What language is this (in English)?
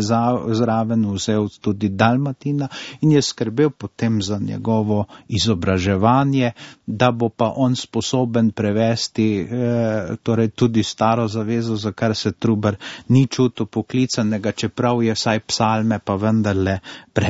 Slovenian